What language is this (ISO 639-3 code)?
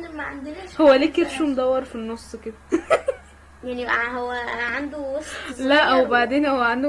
arz